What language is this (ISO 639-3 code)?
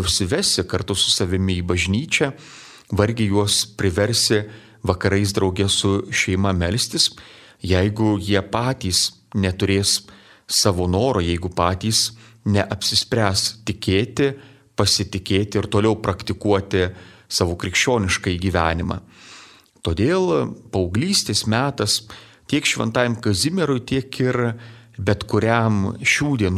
lit